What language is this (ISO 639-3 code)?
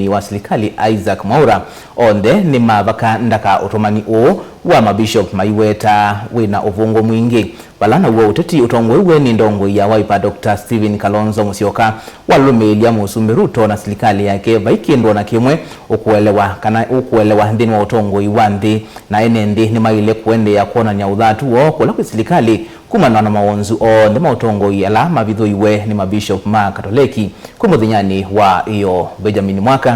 kam